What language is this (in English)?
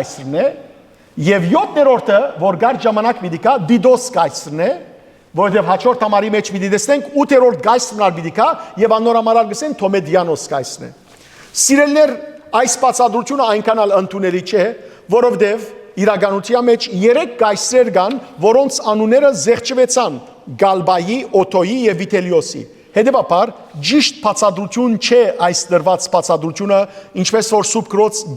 Western Armenian